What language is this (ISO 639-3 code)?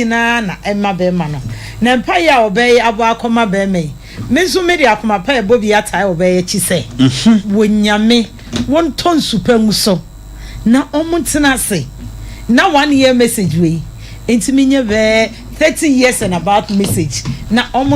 aka